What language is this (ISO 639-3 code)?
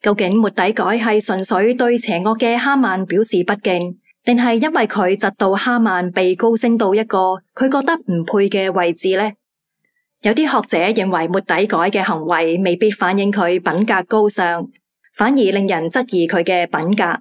yue